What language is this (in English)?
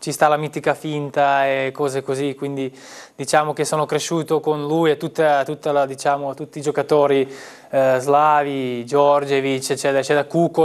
Italian